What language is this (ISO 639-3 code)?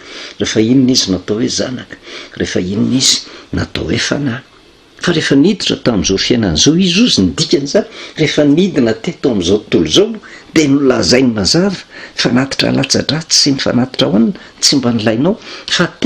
mlg